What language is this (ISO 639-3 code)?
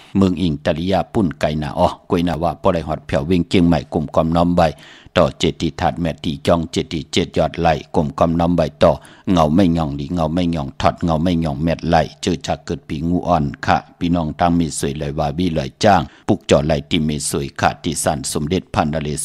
shn